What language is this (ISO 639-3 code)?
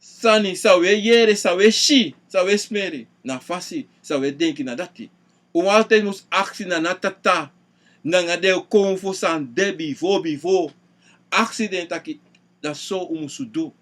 srn